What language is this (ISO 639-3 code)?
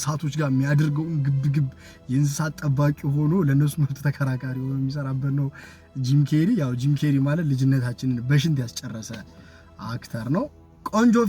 amh